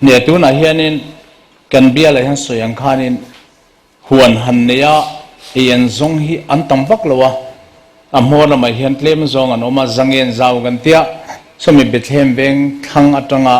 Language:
Mizo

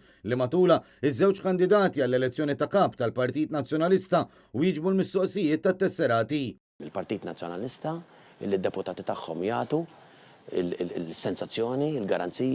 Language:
Maltese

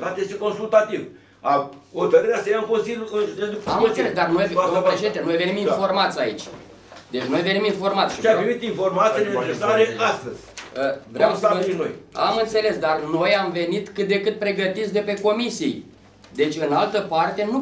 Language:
Romanian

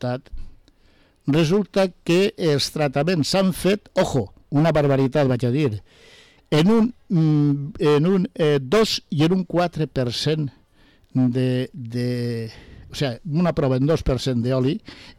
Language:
Catalan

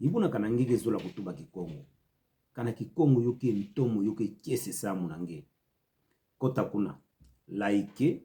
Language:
Kituba (Democratic Republic of Congo)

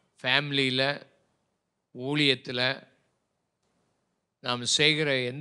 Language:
Tamil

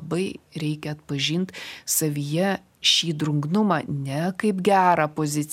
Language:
Lithuanian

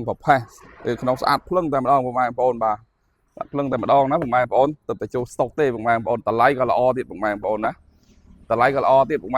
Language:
Khmer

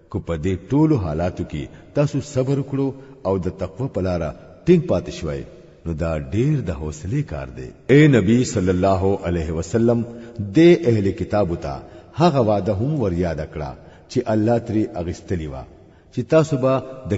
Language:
Pashto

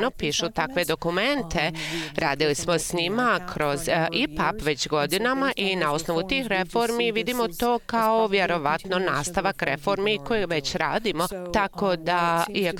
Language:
Bosnian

